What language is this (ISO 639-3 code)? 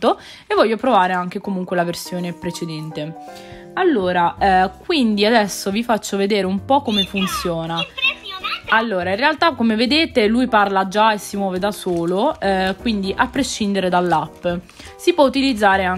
ita